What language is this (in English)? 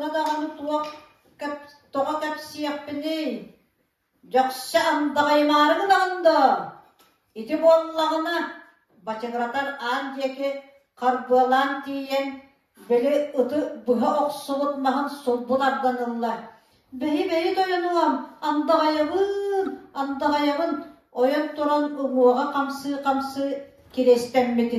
Yakut